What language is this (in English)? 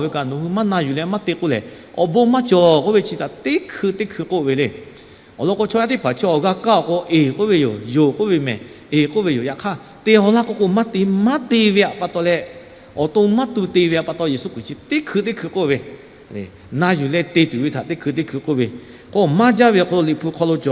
Lahu